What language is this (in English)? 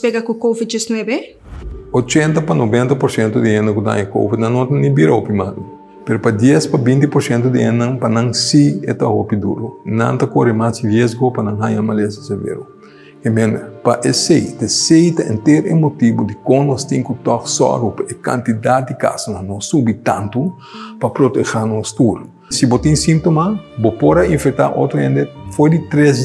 Papiamento